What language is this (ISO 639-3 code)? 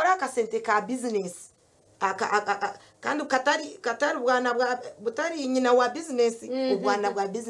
nyn